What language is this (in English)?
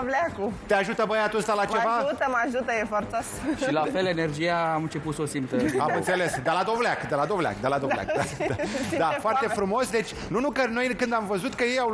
Romanian